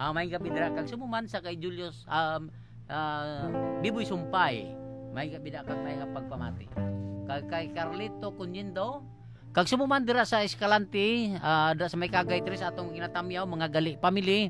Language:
Hiligaynon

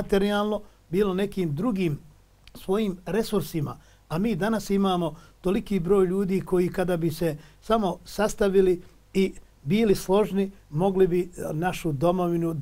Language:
Bosnian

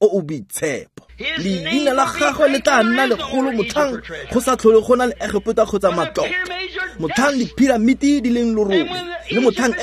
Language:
Tswana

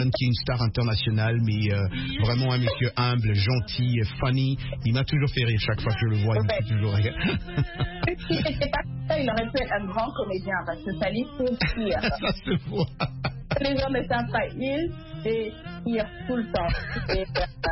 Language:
French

